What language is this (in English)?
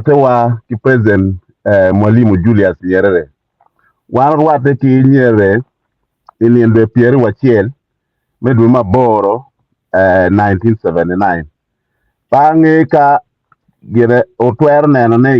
Acoli